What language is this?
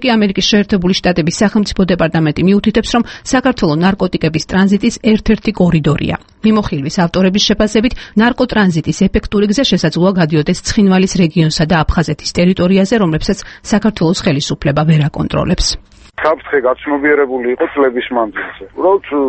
Georgian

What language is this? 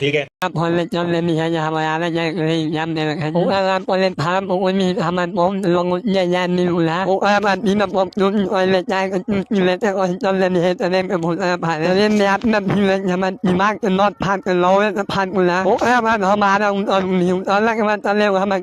Northeastern Thai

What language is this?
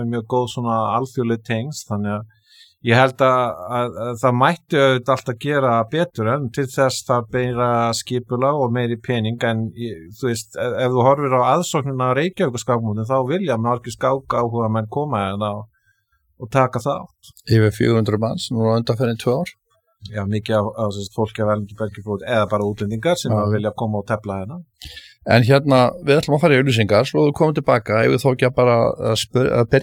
Icelandic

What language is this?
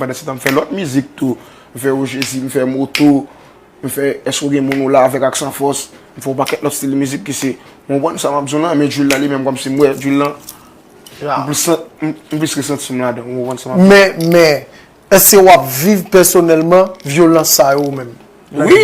Haitian Creole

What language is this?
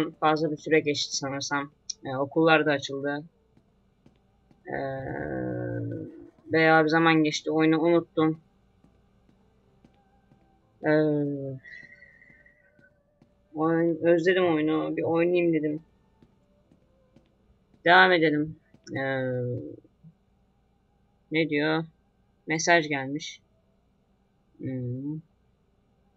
Turkish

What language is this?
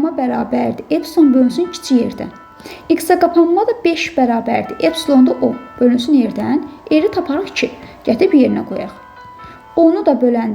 Azerbaijani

